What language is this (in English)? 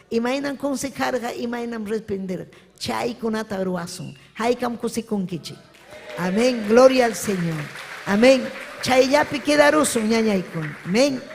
Ayacucho Quechua